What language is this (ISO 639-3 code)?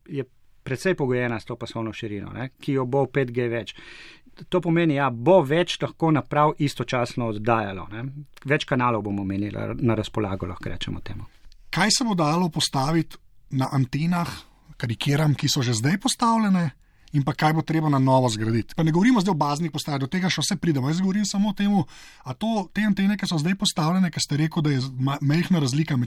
slv